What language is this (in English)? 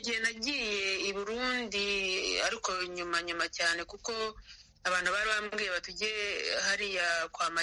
Kinyarwanda